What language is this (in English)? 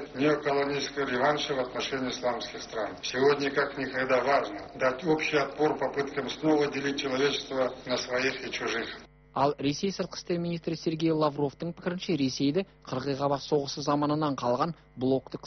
Kazakh